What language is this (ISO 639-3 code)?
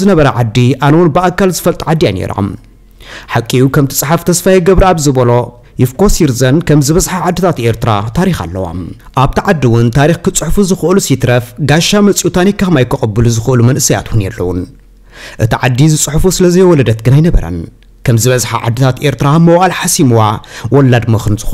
tir